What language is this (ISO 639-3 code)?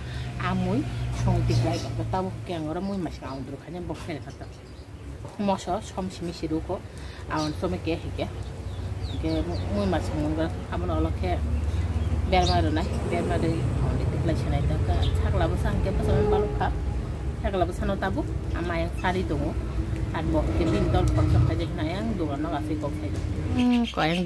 trp